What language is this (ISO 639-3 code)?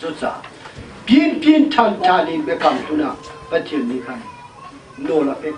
cnh